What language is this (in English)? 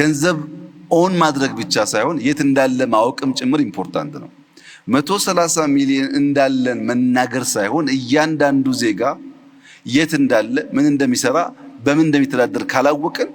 Amharic